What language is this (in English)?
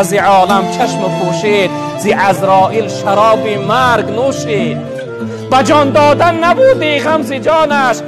Tajik